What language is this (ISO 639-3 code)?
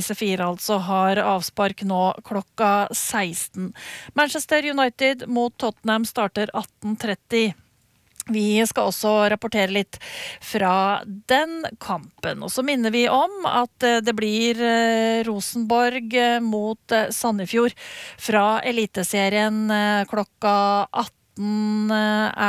nor